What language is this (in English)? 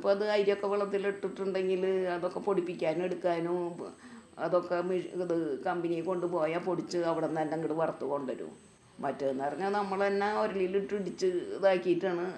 Malayalam